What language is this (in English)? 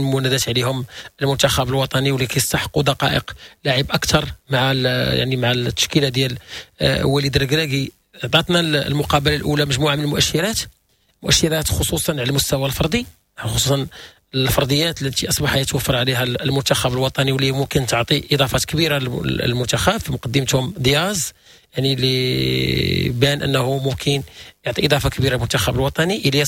Moroccan Arabic